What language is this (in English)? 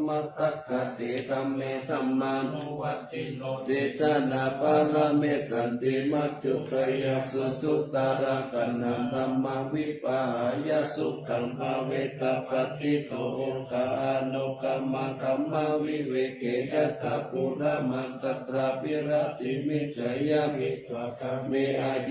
Pali